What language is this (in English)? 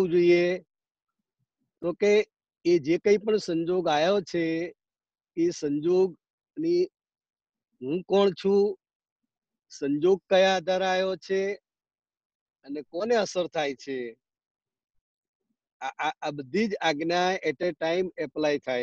Gujarati